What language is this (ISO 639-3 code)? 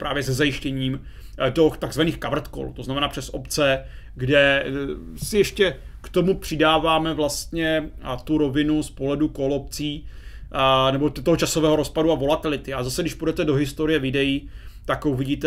ces